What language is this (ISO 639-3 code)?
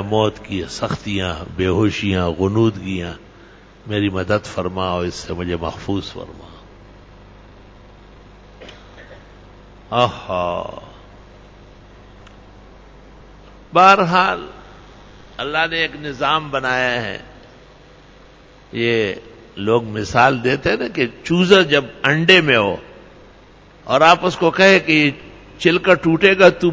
urd